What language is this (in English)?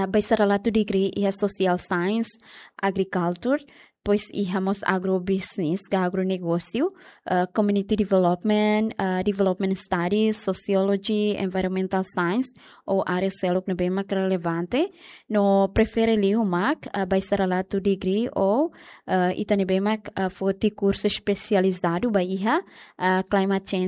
Tetum